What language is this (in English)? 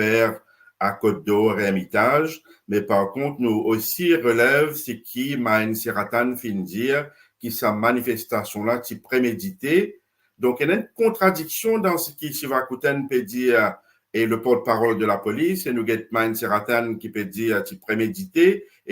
Morisyen